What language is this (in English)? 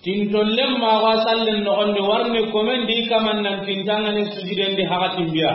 Soninke